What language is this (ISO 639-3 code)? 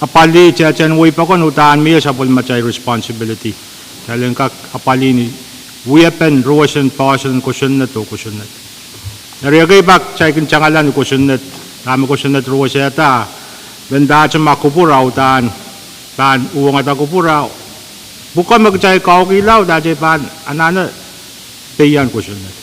pon